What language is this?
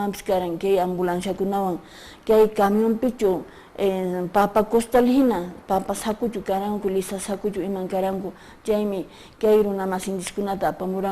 Quechua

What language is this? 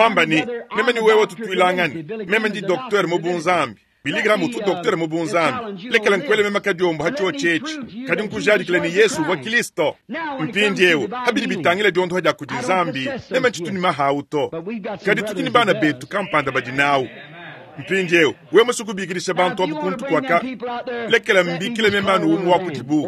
Luba-Lulua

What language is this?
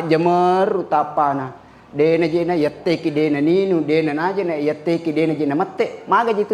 Buginese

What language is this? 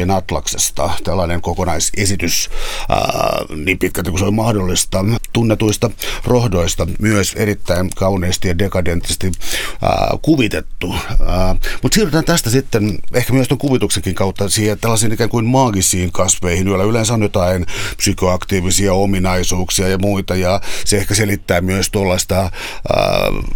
Finnish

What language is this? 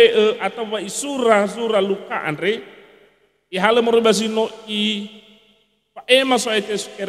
Nias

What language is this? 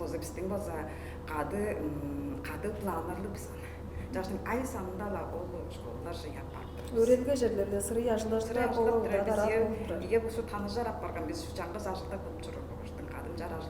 Tuvinian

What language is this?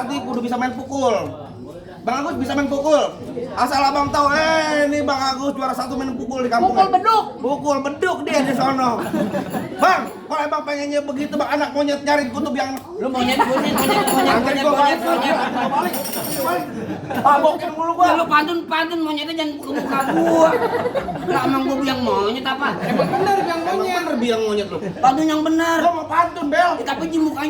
Betawi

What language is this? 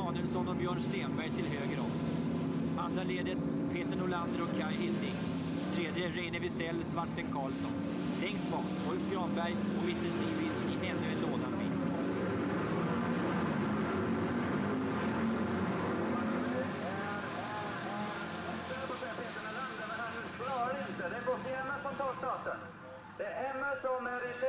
Swedish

